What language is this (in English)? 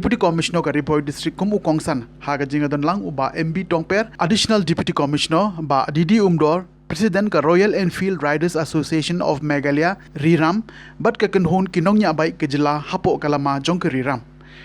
Khasi